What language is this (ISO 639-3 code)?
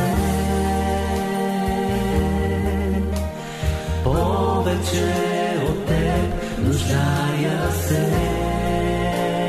bul